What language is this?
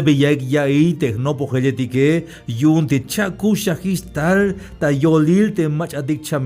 Tzeltal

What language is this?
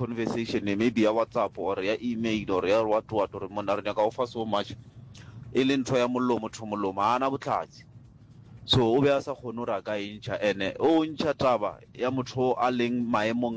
Northern Sotho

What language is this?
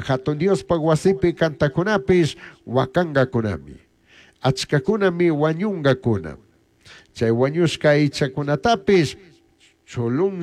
Chimborazo Highland Quichua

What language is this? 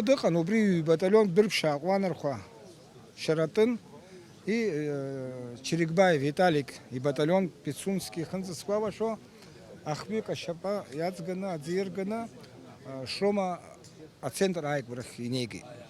Abkhazian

